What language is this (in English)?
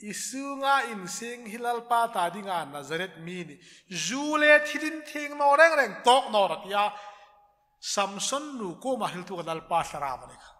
Hmar